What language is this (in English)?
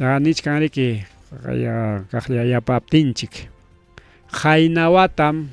Ayacucho Quechua